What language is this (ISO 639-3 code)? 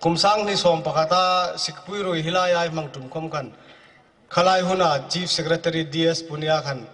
hmr